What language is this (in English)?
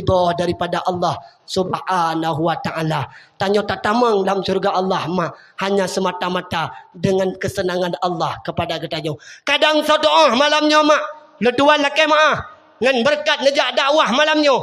Achinese